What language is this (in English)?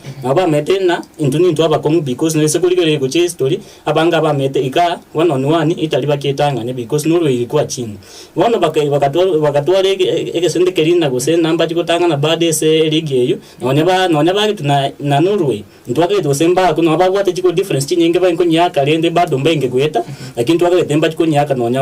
Gusii